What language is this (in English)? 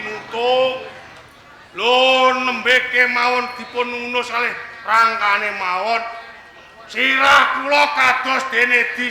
Javanese